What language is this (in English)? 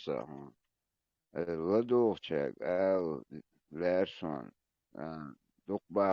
Chechen